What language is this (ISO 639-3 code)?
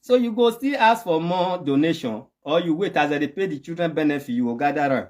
pcm